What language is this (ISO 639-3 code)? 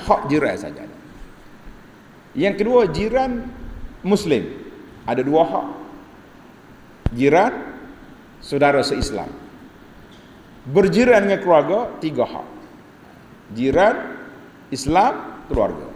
msa